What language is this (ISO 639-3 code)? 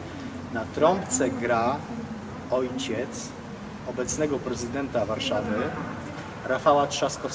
pol